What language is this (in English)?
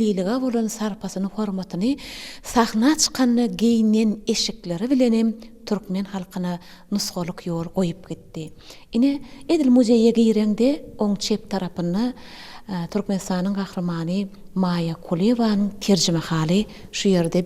Turkmen